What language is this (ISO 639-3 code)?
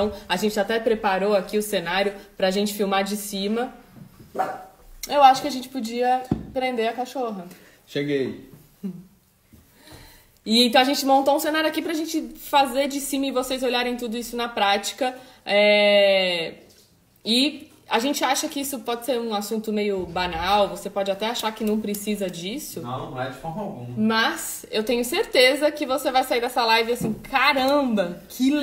por